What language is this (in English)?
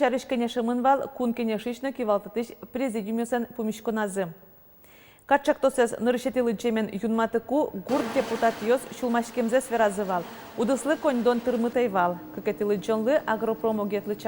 Udmurt